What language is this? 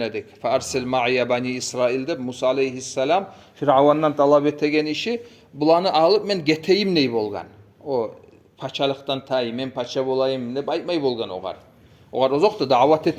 Kumyk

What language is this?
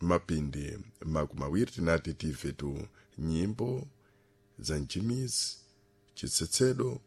Sena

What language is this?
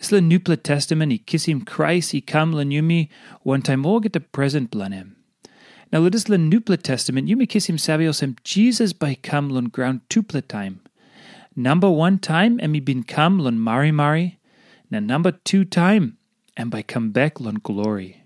Tok Pisin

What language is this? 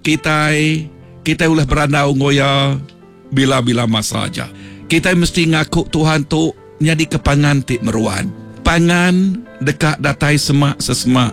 Iban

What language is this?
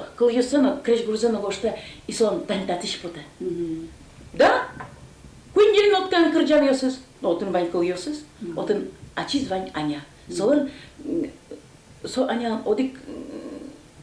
Udmurt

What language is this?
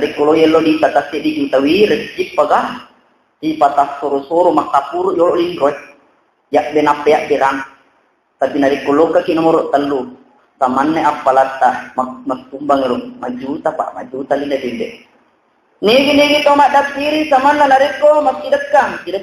Buginese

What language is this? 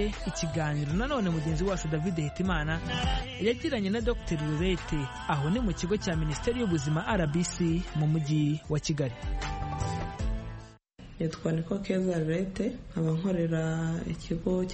Kinyarwanda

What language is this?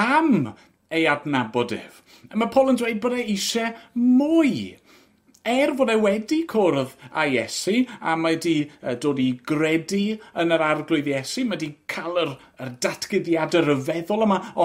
Welsh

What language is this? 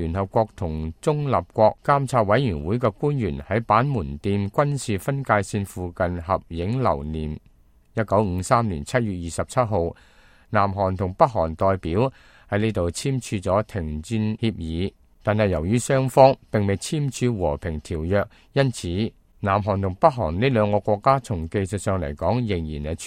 Cantonese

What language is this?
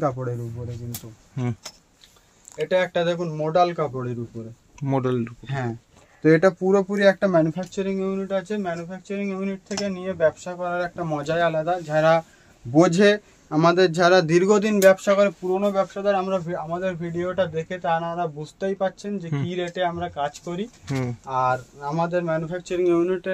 Bangla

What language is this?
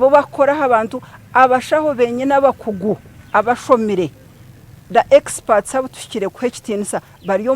Nyankole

